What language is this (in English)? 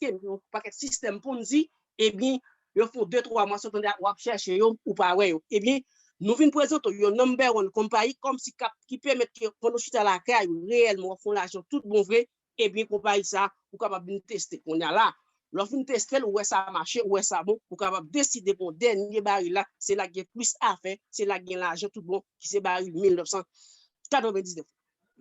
Haitian Creole